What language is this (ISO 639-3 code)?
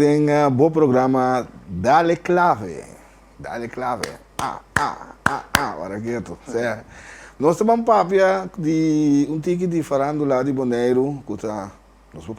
pap